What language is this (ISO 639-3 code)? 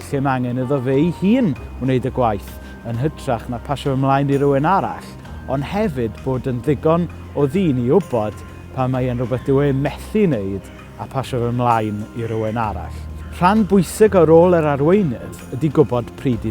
cym